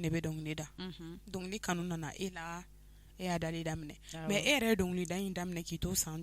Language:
Bambara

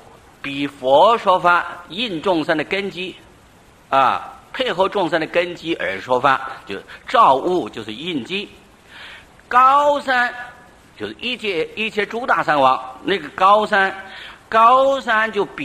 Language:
Chinese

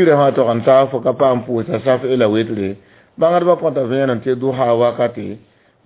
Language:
Mossi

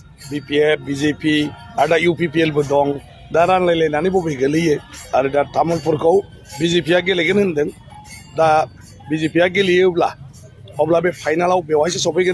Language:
Bodo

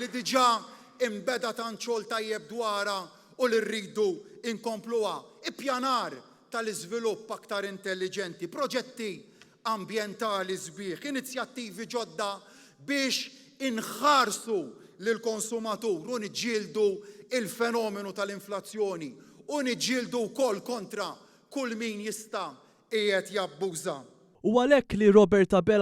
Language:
Maltese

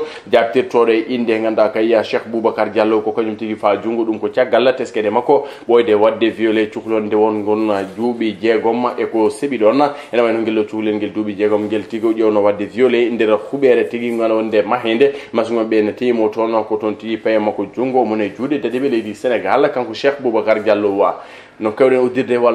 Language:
Fula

